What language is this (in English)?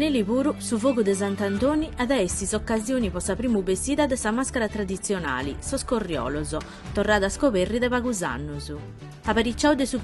Sardinian